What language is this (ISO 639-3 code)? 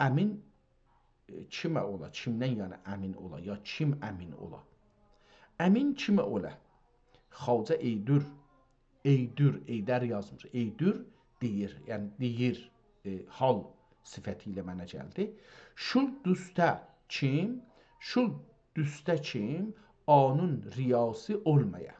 azb